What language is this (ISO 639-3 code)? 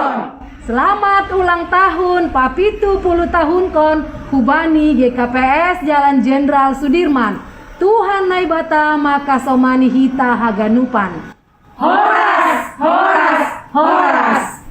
bts